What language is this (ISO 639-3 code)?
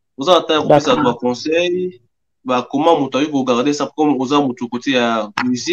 lin